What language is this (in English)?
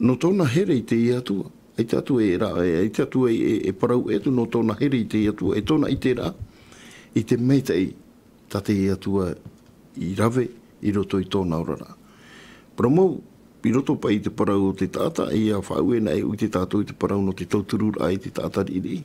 Tahitian